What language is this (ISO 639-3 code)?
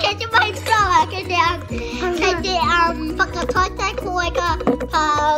mri